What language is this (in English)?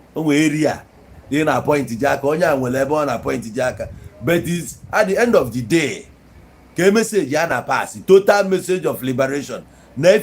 Igbo